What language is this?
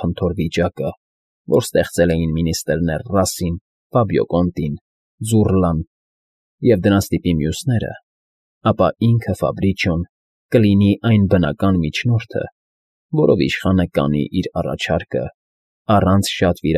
Armenian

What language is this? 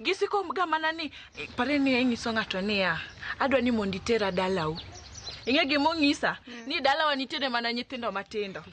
Luo (Kenya and Tanzania)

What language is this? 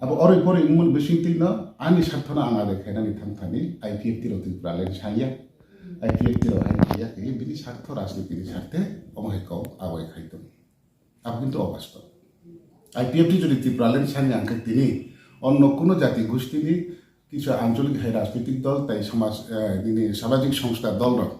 Kok Borok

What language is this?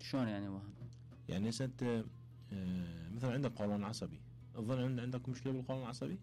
Mesopotamian Arabic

